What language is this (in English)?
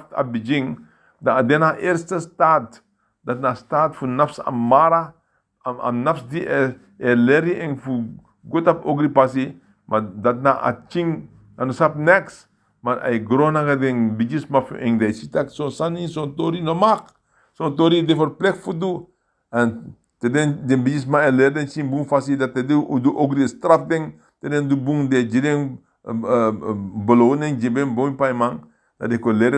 Sranan Tongo